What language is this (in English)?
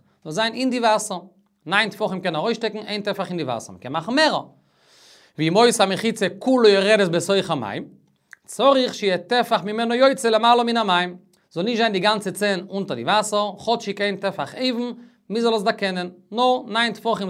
Yiddish